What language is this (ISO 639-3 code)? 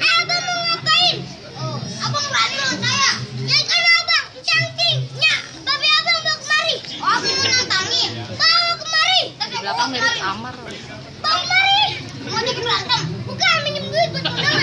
bew